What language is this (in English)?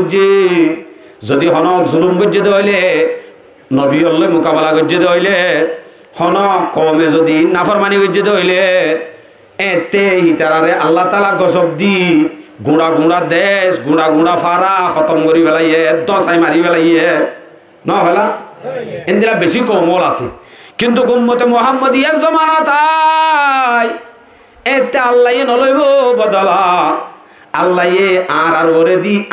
Rohingya